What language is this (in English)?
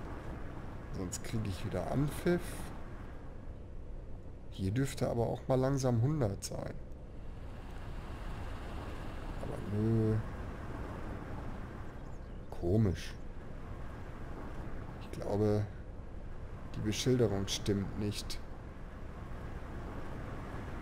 German